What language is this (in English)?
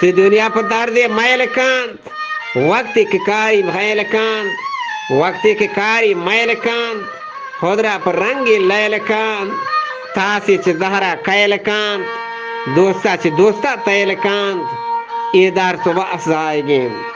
Eastern Balochi